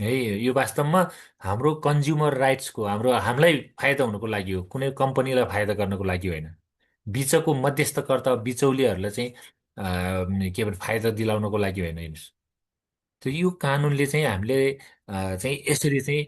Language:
Nepali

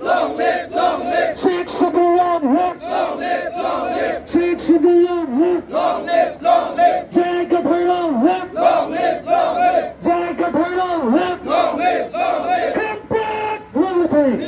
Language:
Karbi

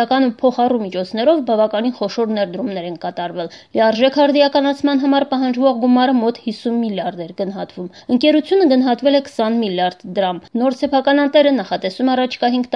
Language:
Armenian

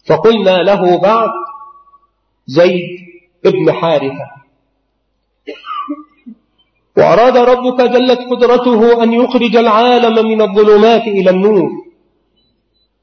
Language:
Arabic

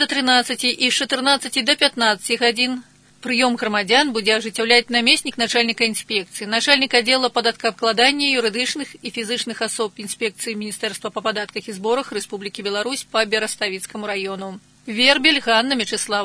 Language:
Belarusian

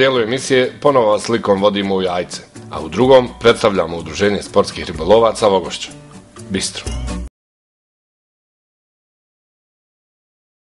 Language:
Bosnian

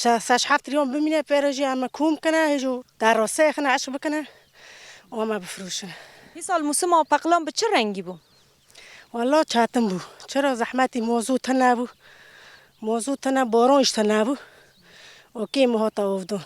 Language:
Kurdish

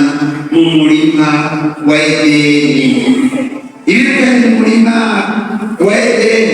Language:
Rundi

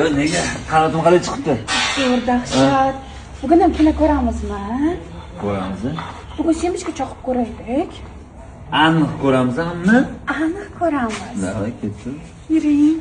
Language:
Uzbek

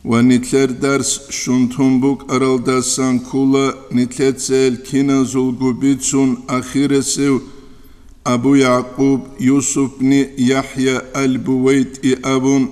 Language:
Avaric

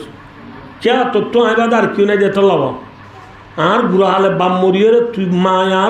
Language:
Rohingya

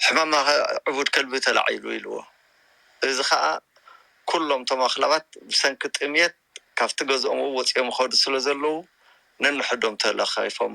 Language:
Tigrinya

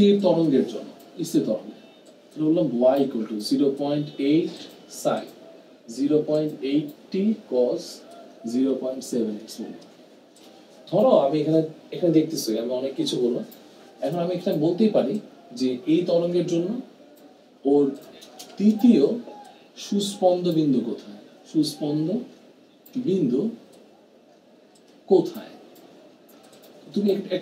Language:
Bangla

